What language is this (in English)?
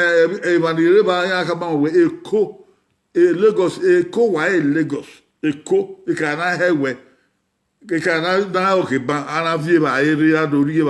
Bini